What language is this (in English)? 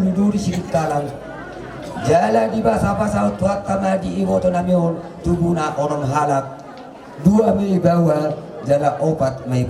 Batak Toba